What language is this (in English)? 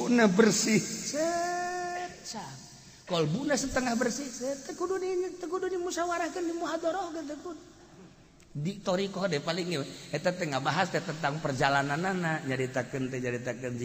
Sundanese